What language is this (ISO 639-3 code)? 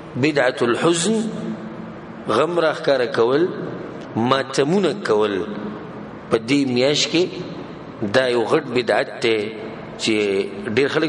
pus